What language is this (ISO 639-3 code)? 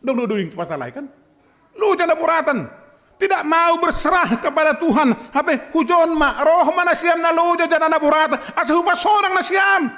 bts